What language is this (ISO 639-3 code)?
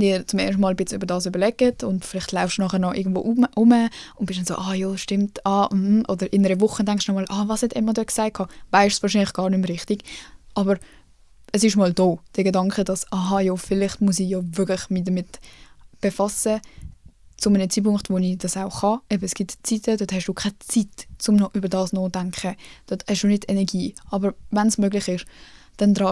gsw